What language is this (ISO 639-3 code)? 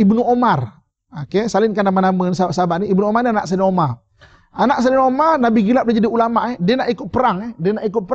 msa